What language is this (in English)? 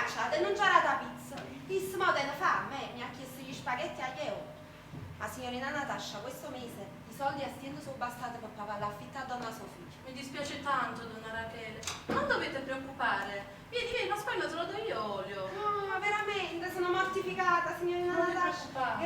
Neapolitan